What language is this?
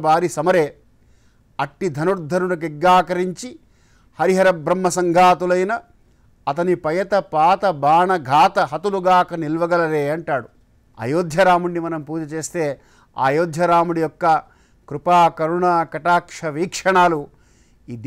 Telugu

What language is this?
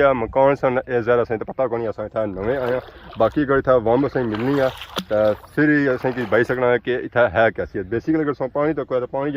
Pahari-Potwari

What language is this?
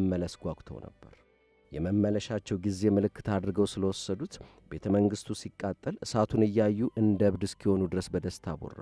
Amharic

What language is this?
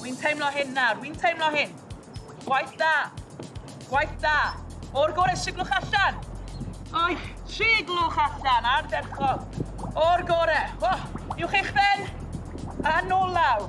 Welsh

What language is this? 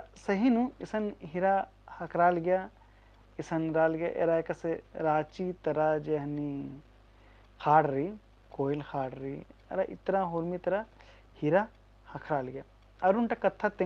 Kurukh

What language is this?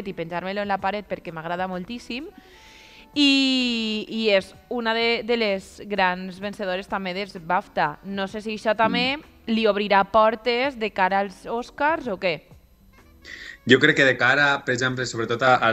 Catalan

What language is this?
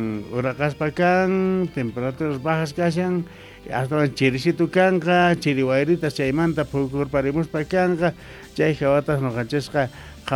South Bolivian Quechua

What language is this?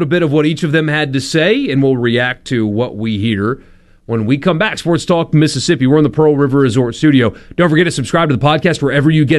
English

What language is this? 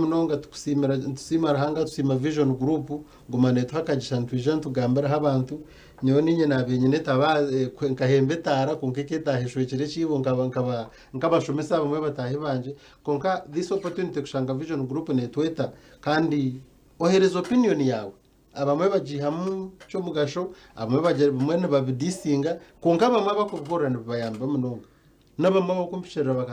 Nyankole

